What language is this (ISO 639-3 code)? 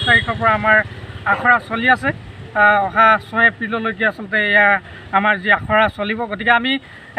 asm